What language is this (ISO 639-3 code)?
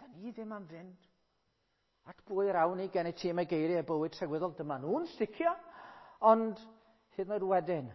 cym